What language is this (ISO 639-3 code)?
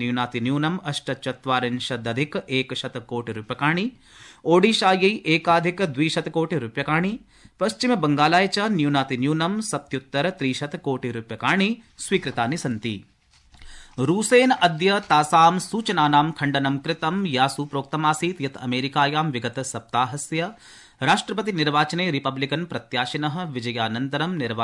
san